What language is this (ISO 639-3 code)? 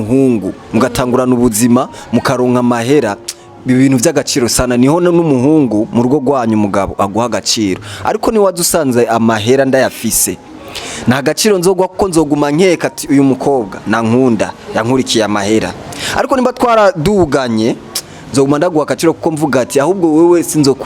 run